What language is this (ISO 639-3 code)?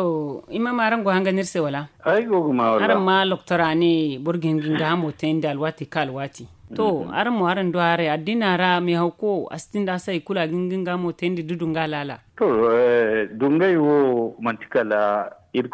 dje